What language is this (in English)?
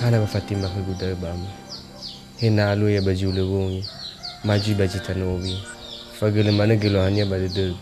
Nias